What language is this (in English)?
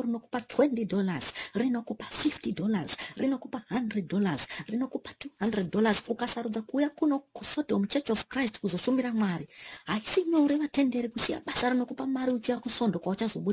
Shona